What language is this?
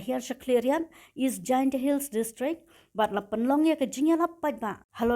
Khasi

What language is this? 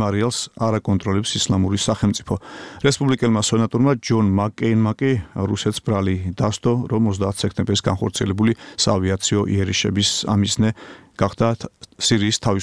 Georgian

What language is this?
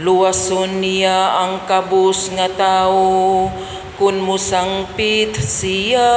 Cebuano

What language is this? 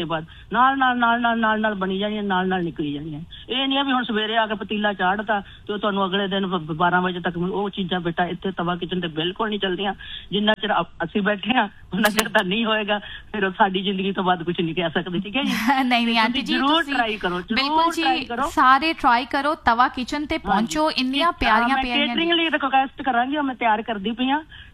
Punjabi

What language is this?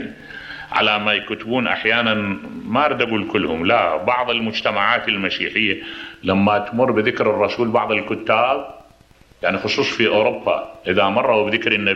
Mesopotamian Arabic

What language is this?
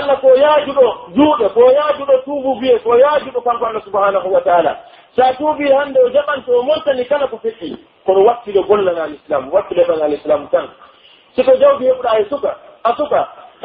Pular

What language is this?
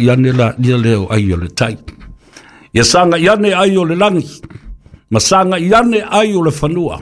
Samoan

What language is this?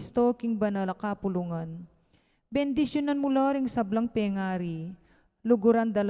Pampanga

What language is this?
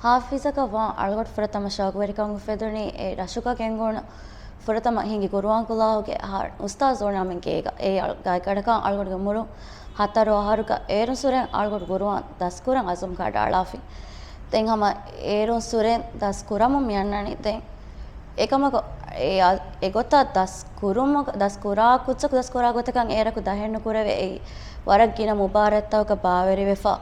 Divehi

